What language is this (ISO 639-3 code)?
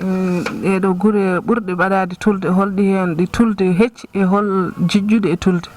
ful